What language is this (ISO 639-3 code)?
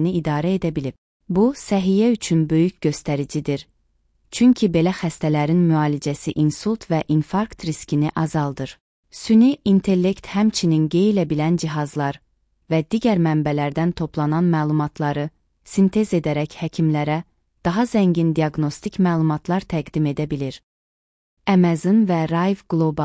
aze